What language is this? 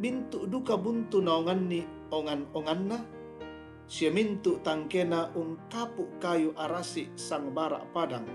Toraja-Sa'dan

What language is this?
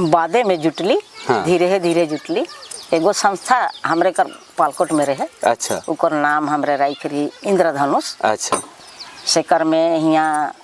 Sadri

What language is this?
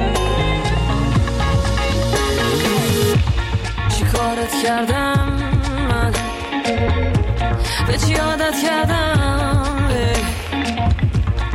Persian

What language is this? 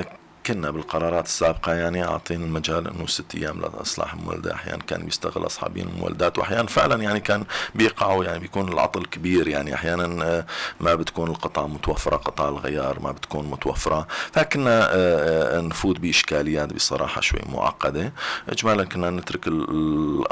North Levantine Arabic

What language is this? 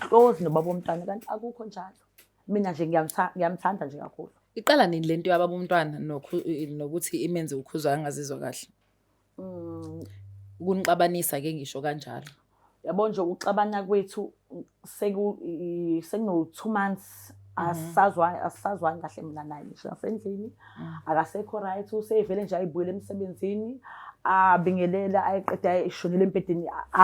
Zulu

